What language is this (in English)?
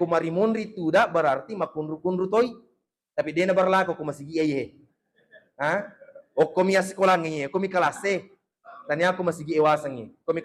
Buginese